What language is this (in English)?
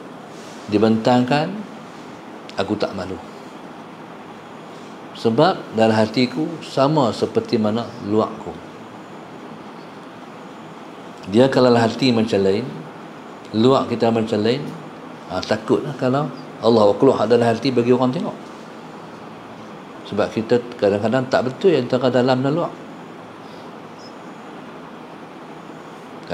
Malay